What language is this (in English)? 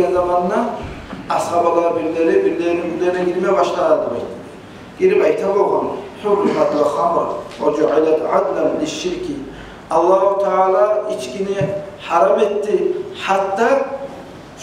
Kumyk